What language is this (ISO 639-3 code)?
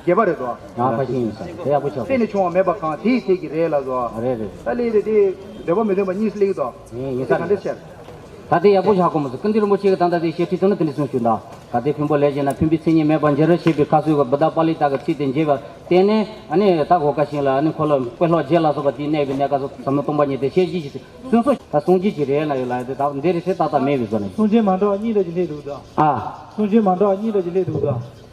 bod